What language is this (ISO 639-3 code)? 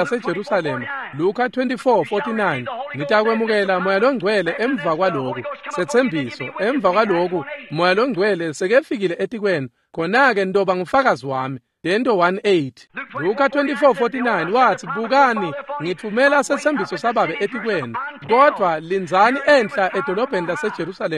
ssw